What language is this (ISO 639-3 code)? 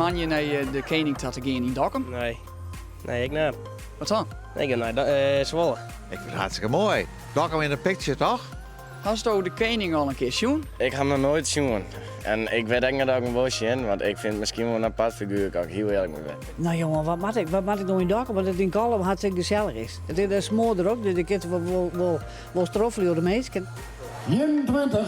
fry